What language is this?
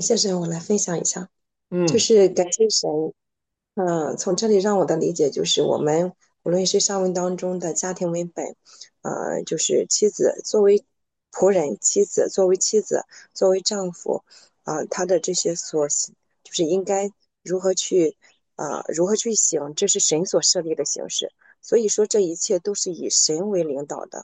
Chinese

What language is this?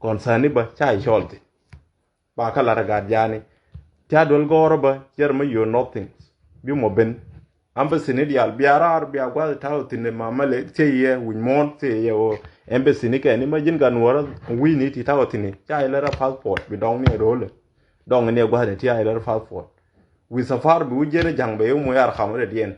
Nuer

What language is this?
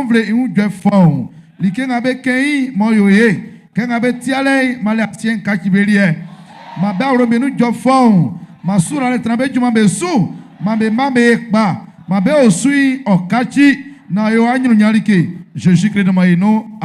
Baoulé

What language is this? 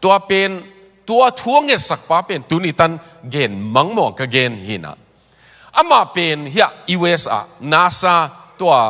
Tedim Chin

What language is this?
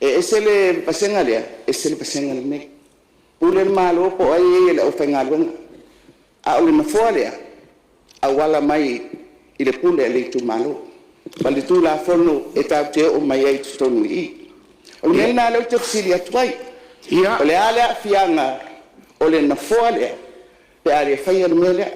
Samoan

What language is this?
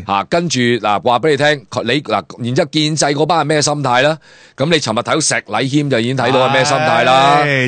Cantonese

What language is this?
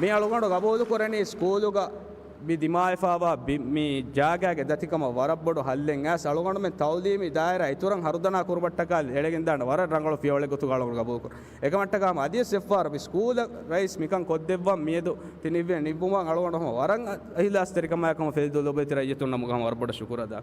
Divehi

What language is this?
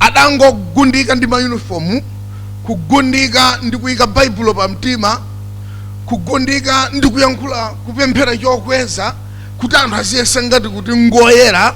Nyanja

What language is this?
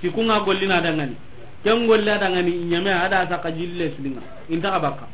Soninke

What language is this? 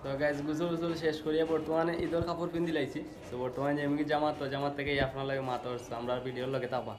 Sylheti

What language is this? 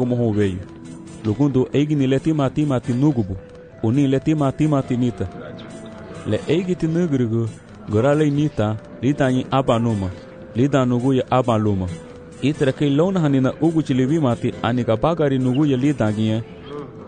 Garifuna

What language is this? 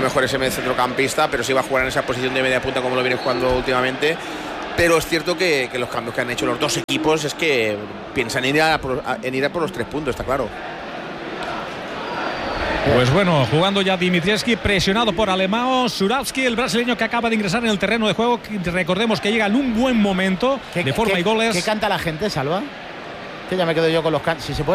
Spanish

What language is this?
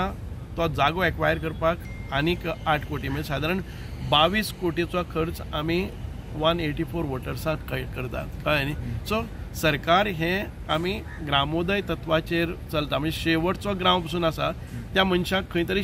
Konkani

